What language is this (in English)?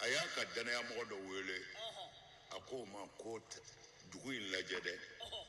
Bambara